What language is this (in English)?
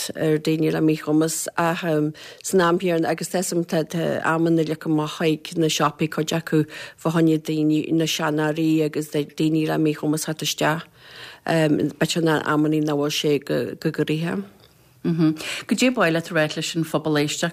Irish